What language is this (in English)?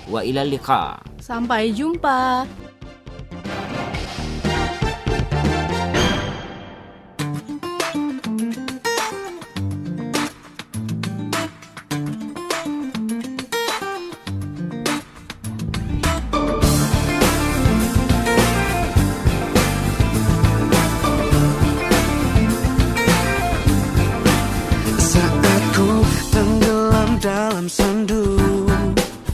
Indonesian